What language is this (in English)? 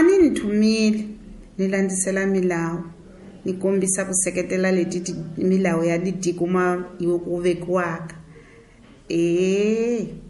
Tsonga